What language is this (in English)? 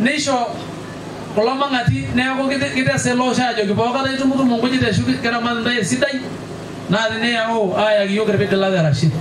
Masai